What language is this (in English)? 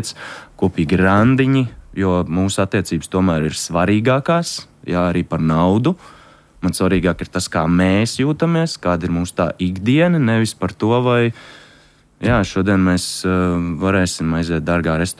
Latvian